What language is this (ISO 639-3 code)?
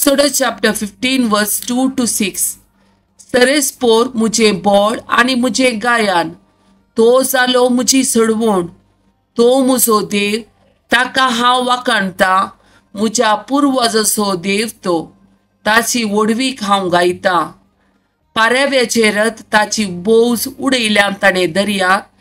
kok